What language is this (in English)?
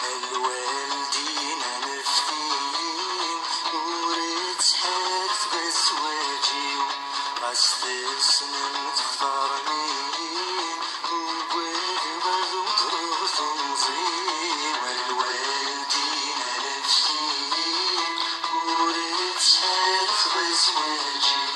Kabyle